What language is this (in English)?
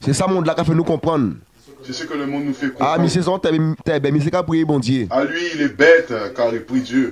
Guadeloupean Creole French